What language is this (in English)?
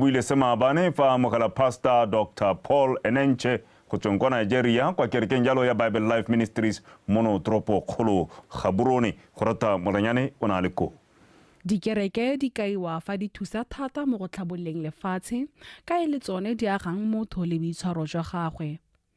Tswana